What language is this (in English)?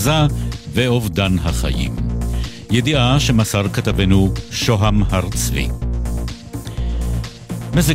Hebrew